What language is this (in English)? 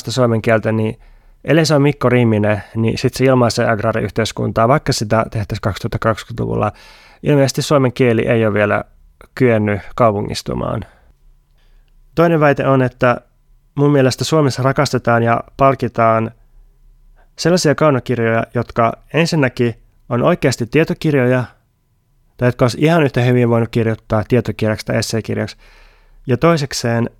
Finnish